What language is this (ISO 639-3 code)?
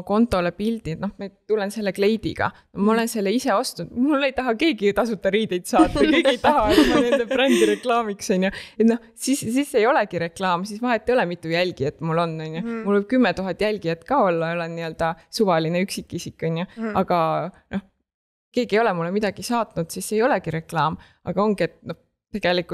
est